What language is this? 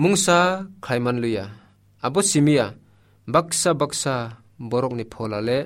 Kok Borok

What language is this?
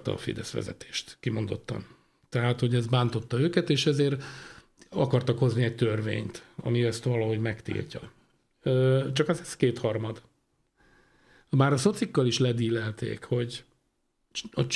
Hungarian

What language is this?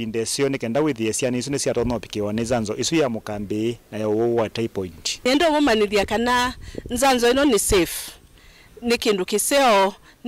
Kamba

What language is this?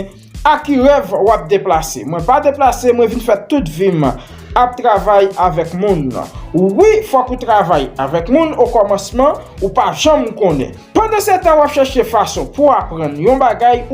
Haitian Creole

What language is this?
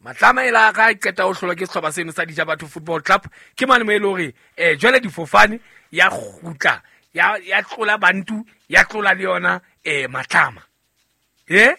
Southern Sotho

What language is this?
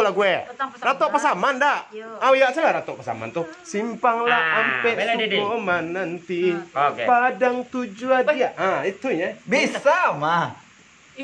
Minangkabau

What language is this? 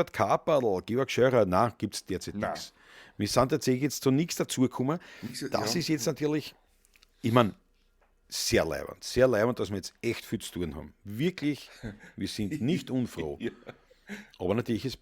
Bavarian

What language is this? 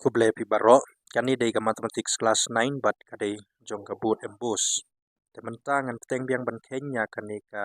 Khasi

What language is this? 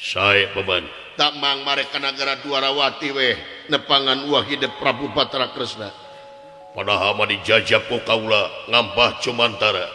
Sundanese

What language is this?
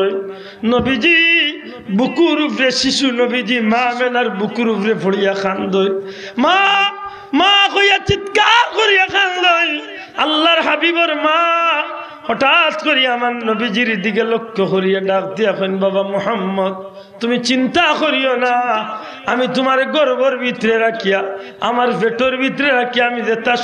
Sylheti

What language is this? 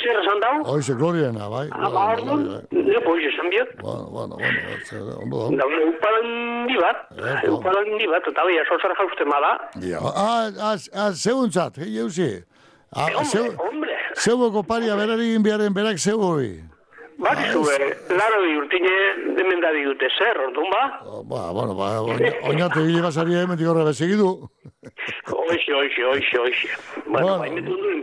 Basque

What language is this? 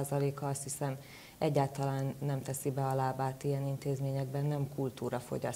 Hungarian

